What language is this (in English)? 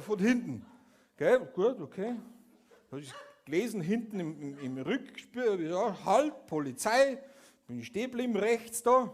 Bavarian